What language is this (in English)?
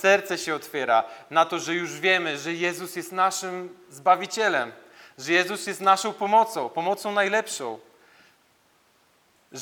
Polish